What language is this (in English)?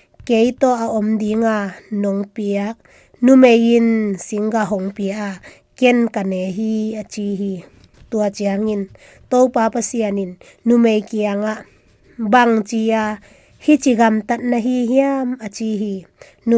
Tedim Chin